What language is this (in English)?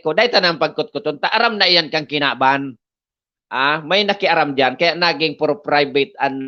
Bikol